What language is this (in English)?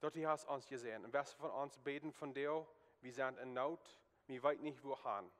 Plautdietsch